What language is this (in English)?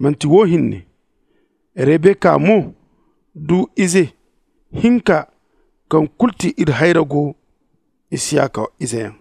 Zarma